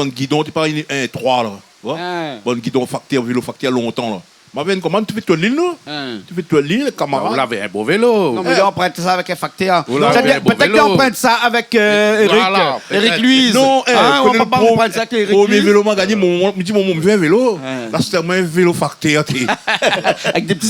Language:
Réunion Creole French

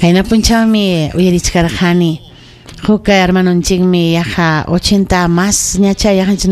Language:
Ayacucho Quechua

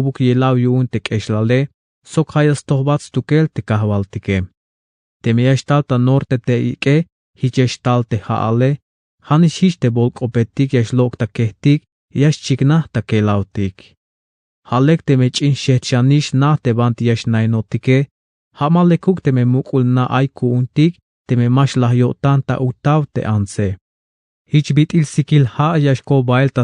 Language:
Tzeltal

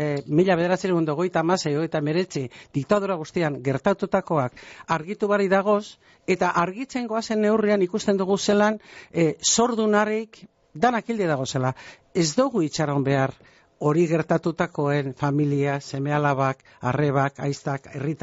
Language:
Basque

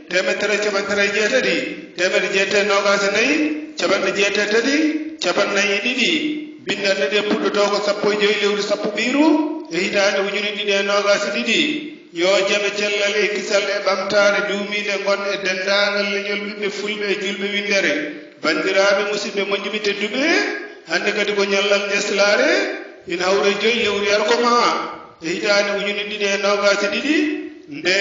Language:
Fula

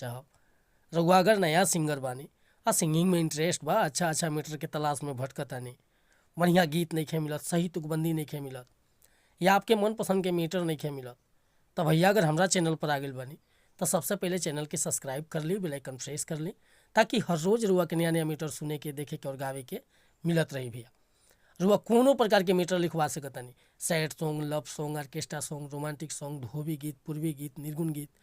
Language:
Bhojpuri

